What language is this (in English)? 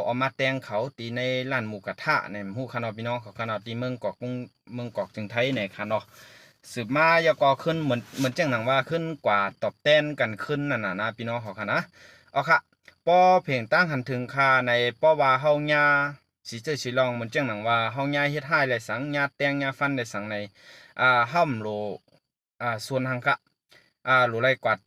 Shan